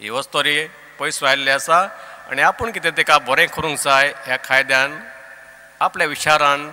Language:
Konkani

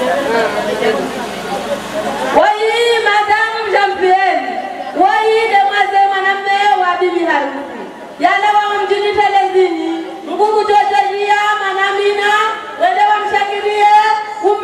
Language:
Swahili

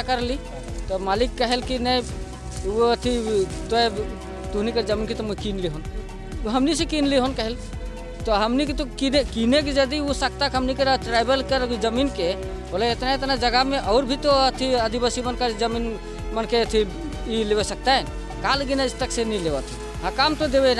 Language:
Sadri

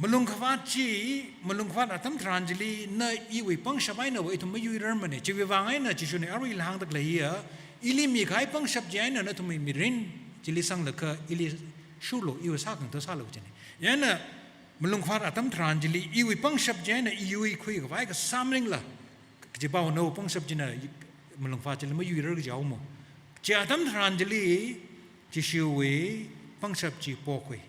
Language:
Tangkhul Naga (India)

